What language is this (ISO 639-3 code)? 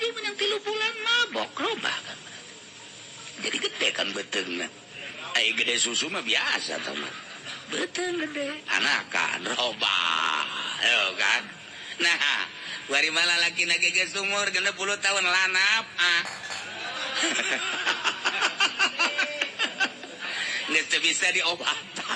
sun